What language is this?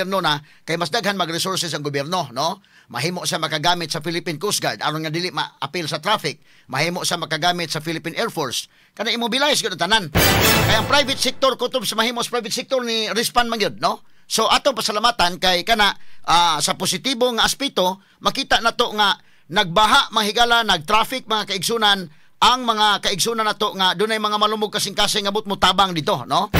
Cebuano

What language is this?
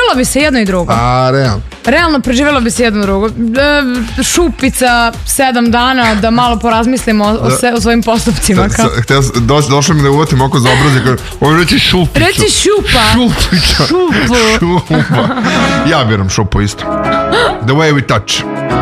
Serbian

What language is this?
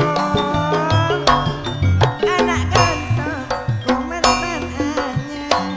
Madurese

